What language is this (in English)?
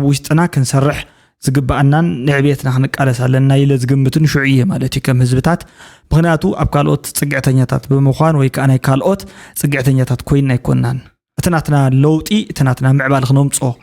Tigrinya